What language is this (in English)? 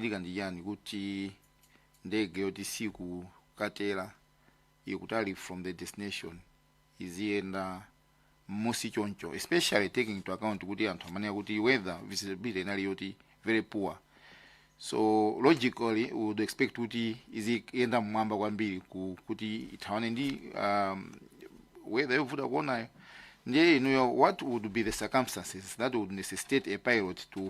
Nyanja